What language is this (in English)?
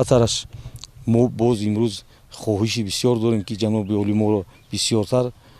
Tajik